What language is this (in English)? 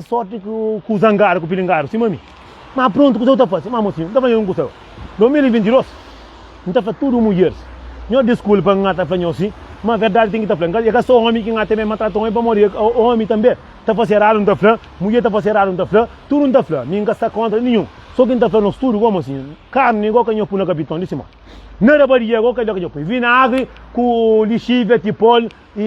Kabuverdianu